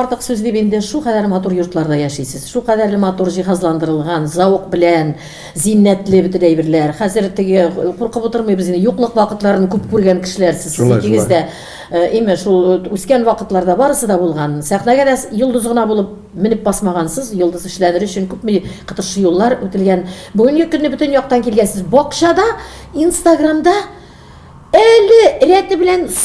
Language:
Tatar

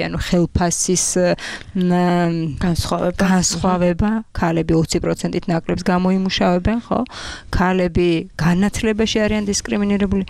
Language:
Georgian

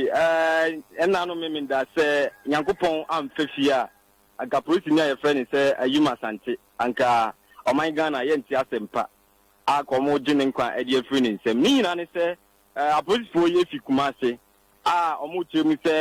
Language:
Akan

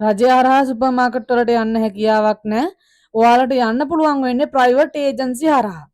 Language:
Sinhala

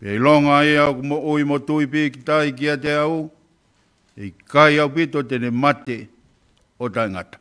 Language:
Tongan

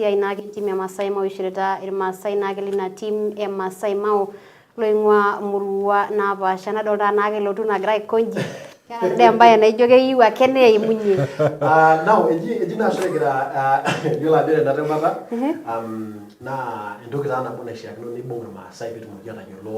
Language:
Masai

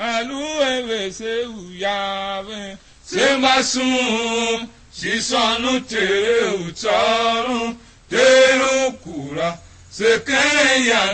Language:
Tiv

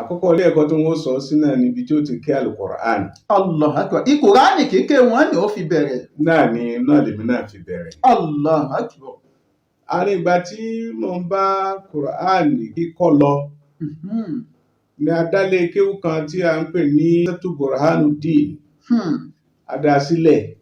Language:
Yoruba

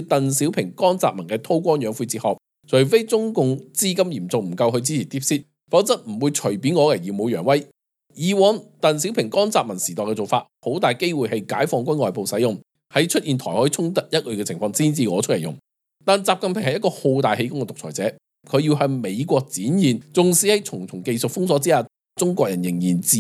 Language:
Cantonese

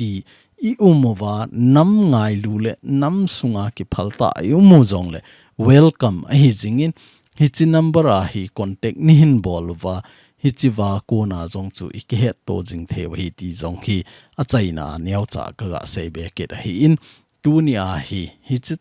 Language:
Thado Chin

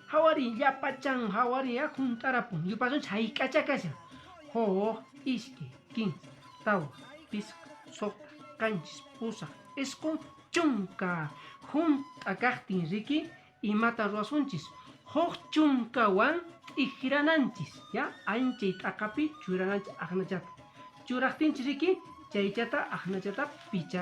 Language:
Quechua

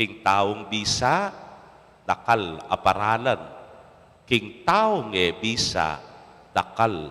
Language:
Pampanga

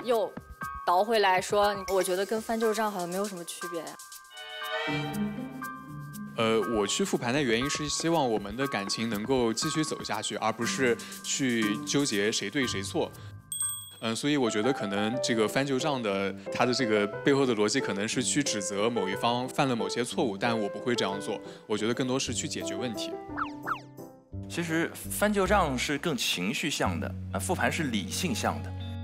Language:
Chinese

